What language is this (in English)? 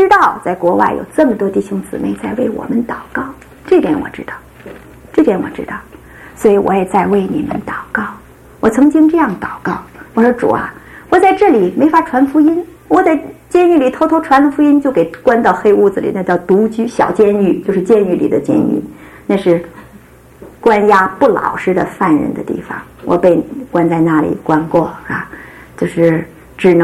Chinese